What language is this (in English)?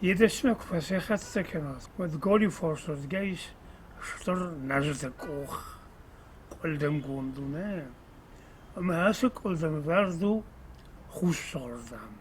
Ossetic